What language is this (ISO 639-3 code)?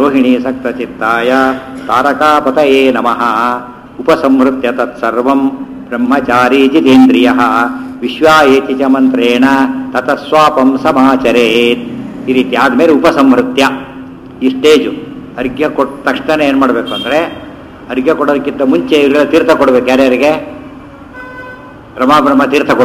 kan